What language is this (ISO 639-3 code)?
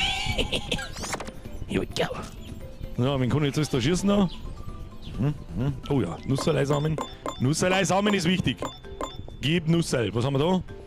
bar